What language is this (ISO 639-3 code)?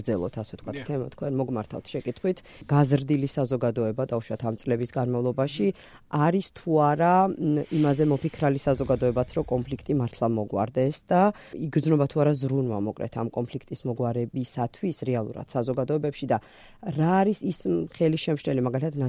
kat